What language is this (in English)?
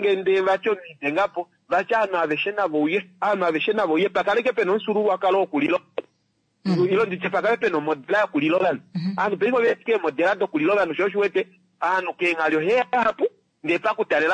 Kuanyama